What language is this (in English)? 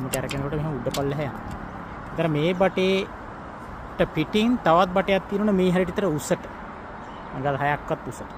Sinhala